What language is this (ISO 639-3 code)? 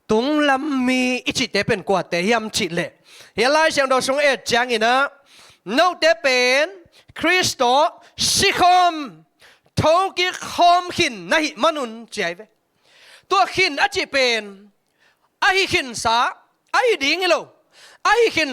ctd